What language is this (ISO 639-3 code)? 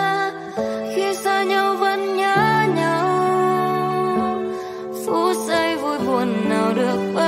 vie